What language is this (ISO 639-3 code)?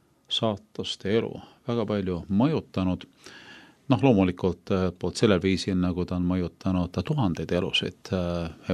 est